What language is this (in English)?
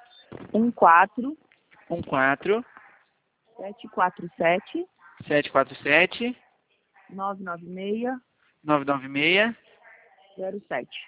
Portuguese